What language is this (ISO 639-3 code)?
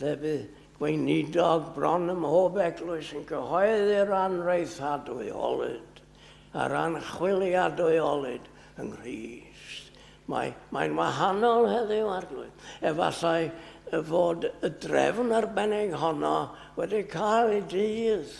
cym